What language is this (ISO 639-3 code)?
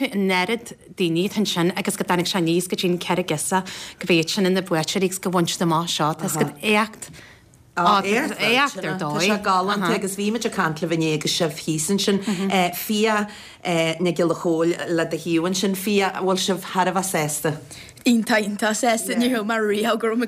gle